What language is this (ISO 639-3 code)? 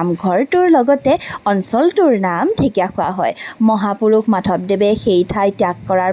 asm